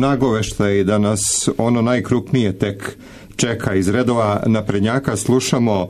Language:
Serbian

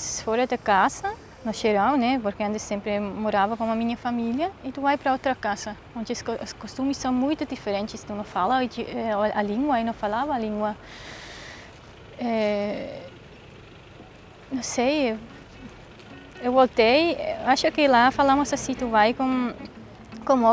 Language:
Portuguese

